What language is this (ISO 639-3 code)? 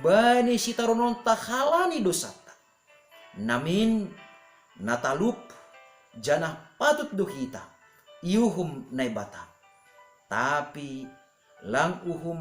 bts